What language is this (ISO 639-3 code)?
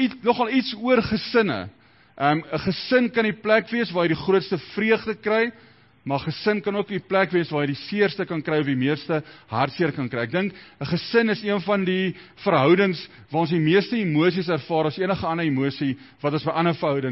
afr